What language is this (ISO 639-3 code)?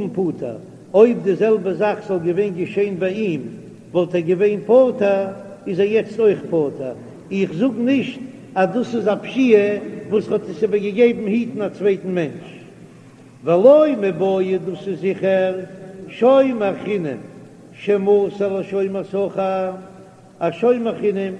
yid